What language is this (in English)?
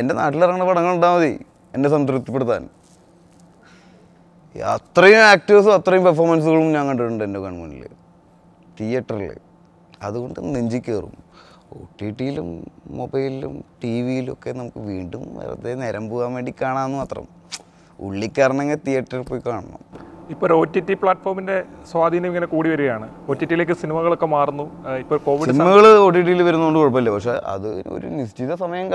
Malayalam